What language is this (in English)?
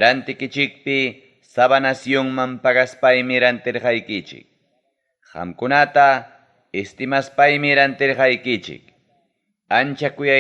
Ayacucho Quechua